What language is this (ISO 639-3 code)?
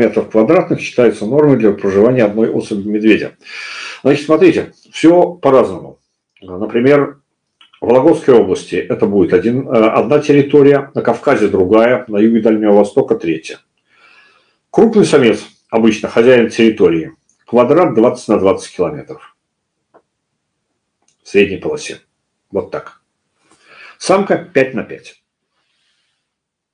rus